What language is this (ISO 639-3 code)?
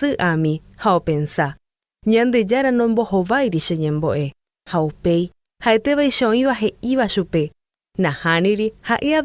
grn